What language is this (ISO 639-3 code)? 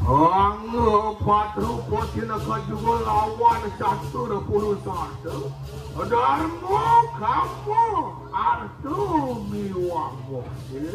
ban